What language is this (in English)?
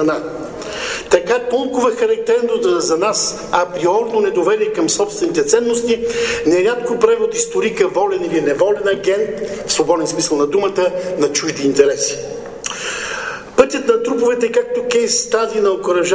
Bulgarian